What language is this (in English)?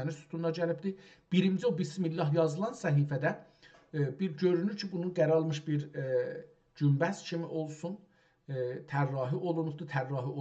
South Azerbaijani